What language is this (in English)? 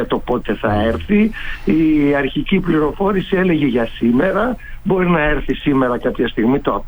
Greek